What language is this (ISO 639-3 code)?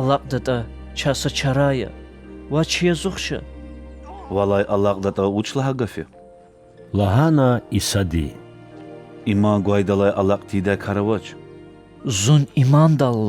lez